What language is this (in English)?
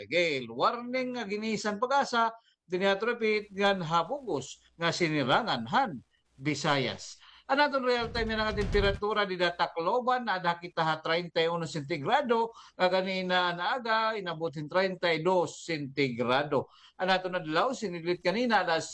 Waray